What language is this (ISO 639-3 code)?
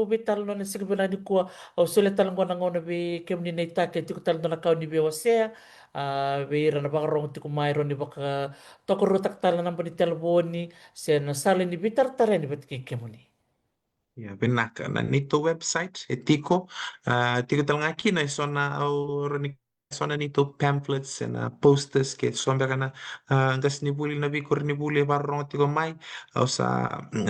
fij